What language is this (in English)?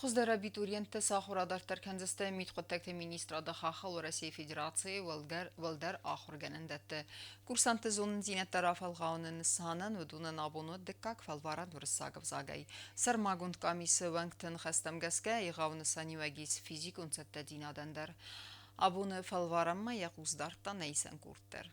Ossetic